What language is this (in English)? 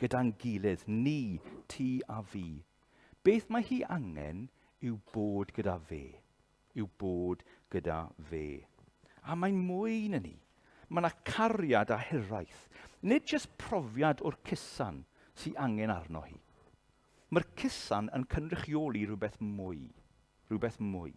Welsh